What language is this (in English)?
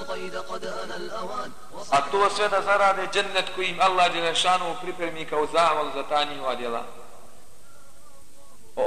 Bosnian